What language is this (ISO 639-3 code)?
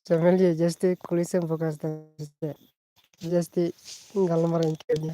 sat